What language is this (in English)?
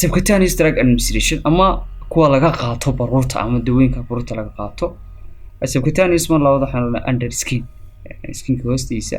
Somali